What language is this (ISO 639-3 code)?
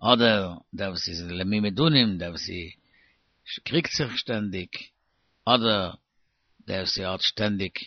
yid